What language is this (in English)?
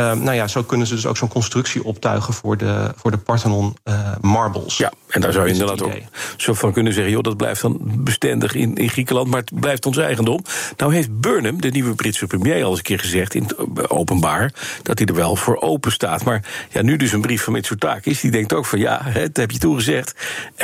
Dutch